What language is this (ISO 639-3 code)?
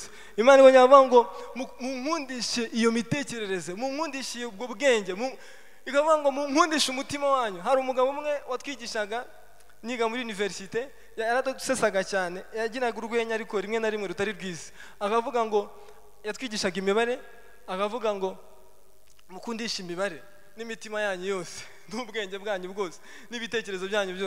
kin